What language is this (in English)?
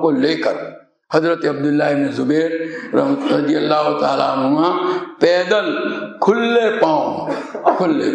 Urdu